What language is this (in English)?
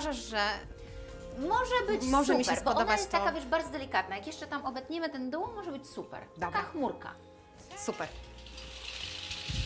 Polish